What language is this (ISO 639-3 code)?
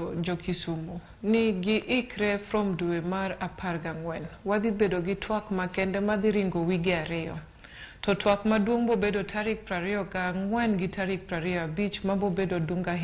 luo